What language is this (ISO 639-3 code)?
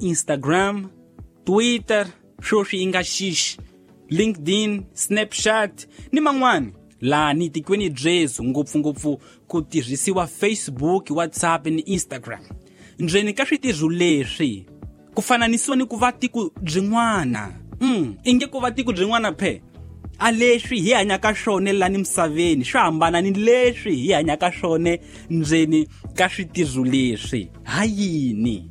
tso